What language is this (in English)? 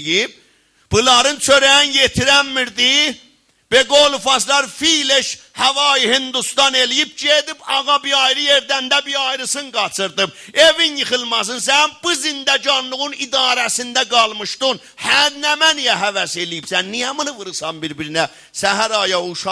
South Azerbaijani